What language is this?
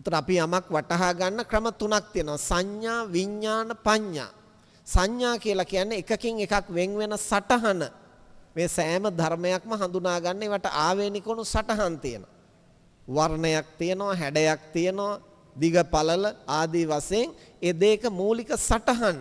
Sinhala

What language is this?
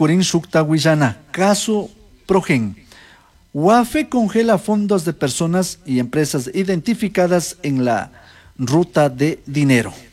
Chimborazo Highland Quichua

